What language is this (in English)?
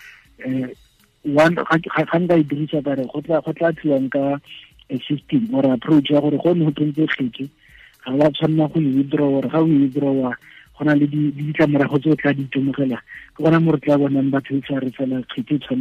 Tswana